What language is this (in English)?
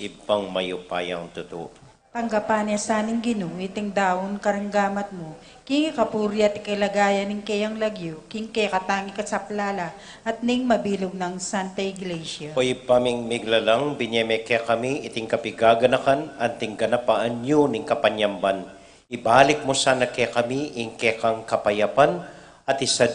Pampanga